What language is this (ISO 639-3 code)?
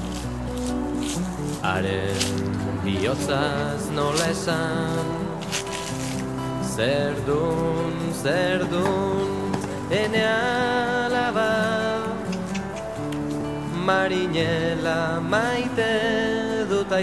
eus